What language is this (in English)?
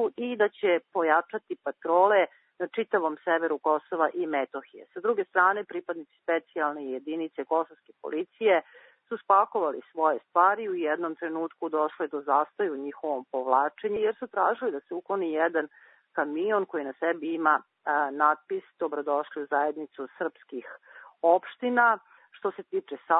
Serbian